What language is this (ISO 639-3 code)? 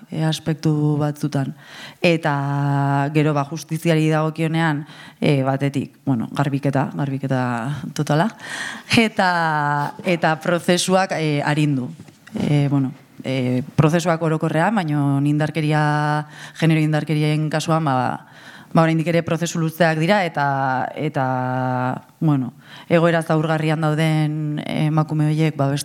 eus